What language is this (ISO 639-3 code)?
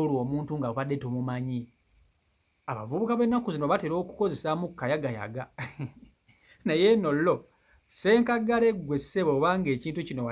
lug